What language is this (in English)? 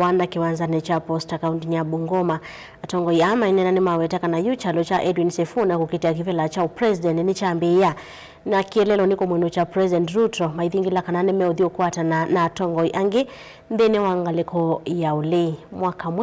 Kamba